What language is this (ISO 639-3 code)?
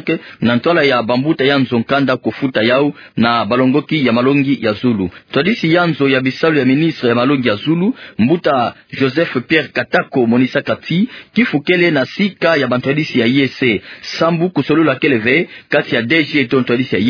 ktu